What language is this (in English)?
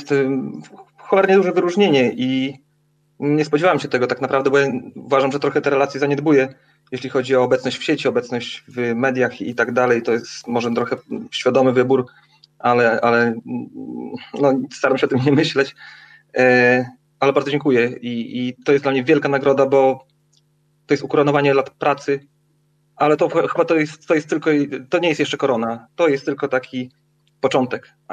Polish